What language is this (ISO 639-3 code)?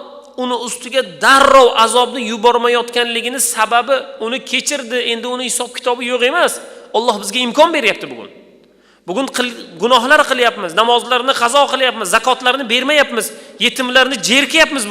uzb